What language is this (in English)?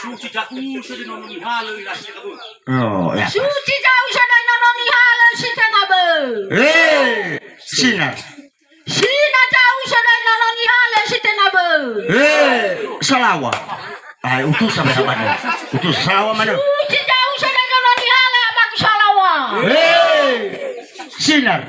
Nias